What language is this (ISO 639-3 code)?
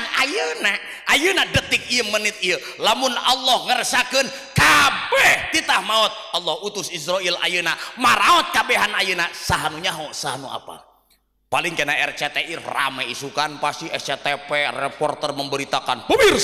sun